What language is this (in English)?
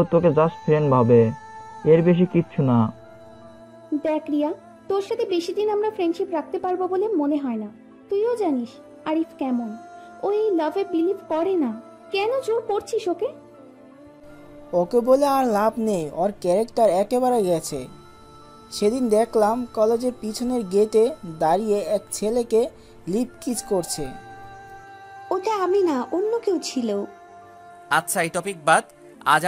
Bangla